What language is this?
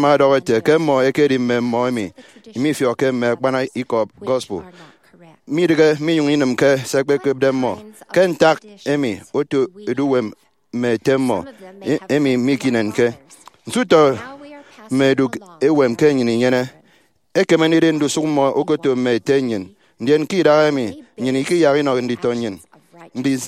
Efik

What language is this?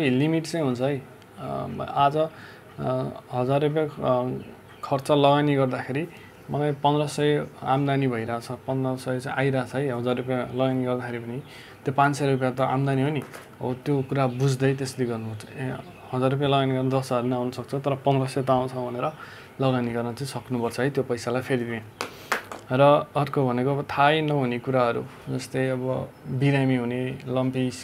Nepali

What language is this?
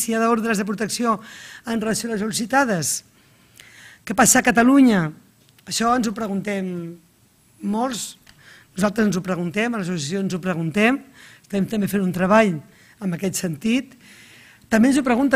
Catalan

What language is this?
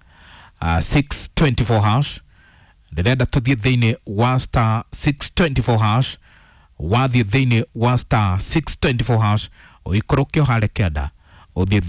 Kikuyu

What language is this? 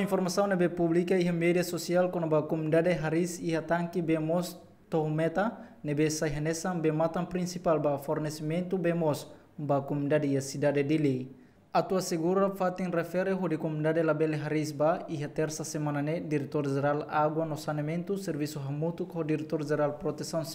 Tetum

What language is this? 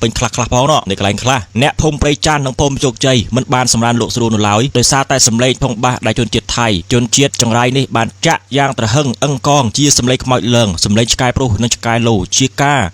Khmer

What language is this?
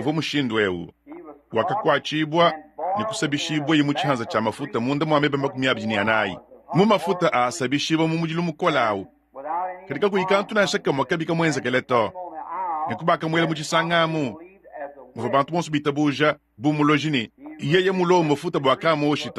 Luba-Lulua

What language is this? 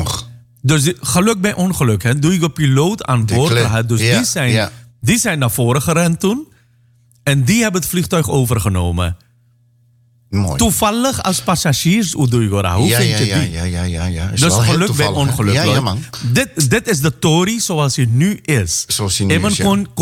Dutch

